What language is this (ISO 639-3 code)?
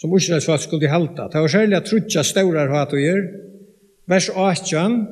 fao